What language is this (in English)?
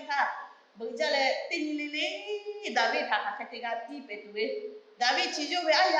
Lahu